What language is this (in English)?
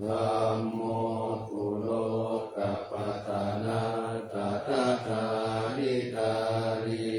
Pali